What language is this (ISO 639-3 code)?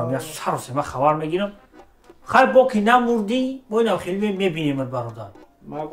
tgk